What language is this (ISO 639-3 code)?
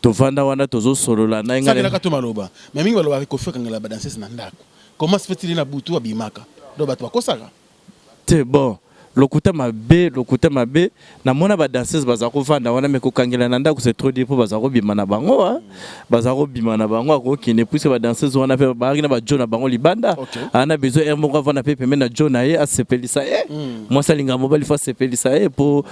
lin